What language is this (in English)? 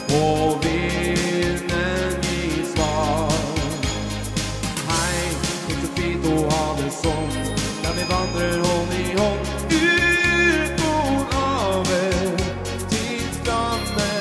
Norwegian